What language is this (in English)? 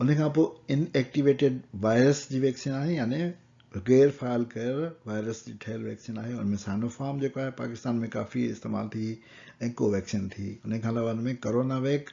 Sindhi